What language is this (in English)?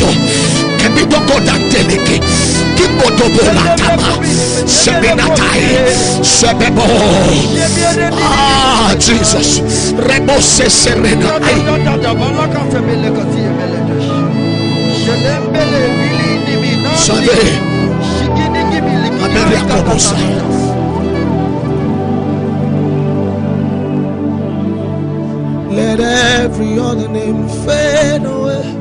English